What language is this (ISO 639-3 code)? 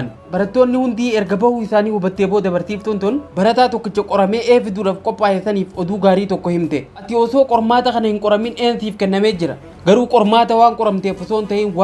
orm